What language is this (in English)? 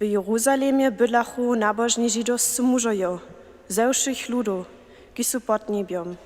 Upper Sorbian